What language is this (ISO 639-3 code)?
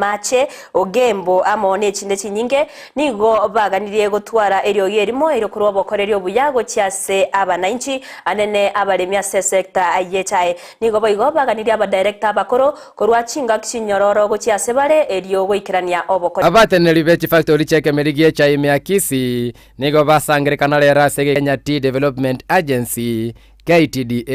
guz